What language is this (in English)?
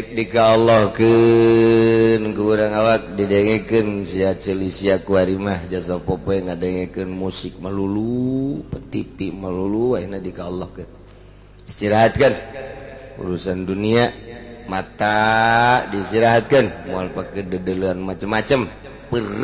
Sundanese